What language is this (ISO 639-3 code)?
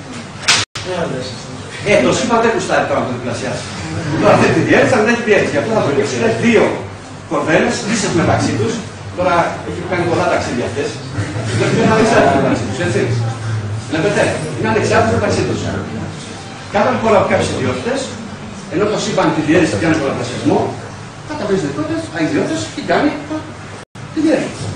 ell